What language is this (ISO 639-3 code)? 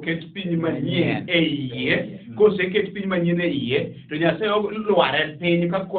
luo